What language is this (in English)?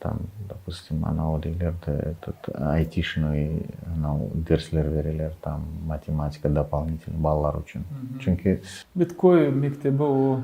Crimean Tatar